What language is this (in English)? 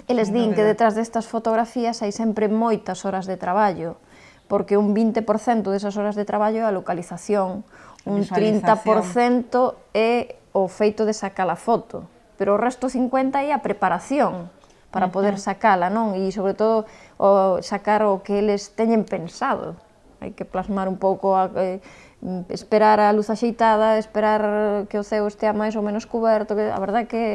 Galician